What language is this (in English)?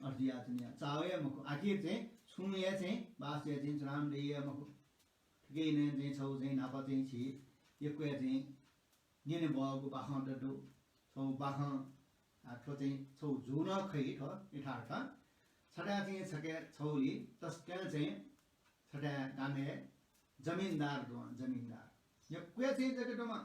Newari